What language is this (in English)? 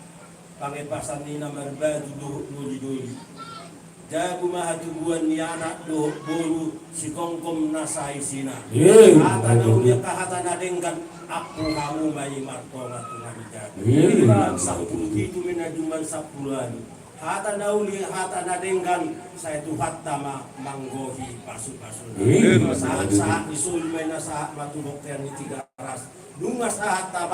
Batak Toba